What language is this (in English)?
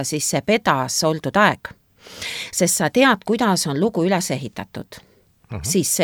Estonian